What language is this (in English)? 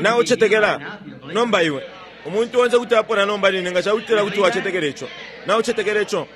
Bemba